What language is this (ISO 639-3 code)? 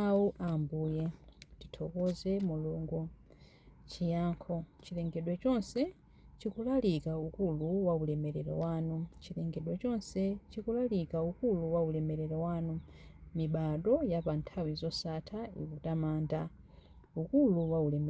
nya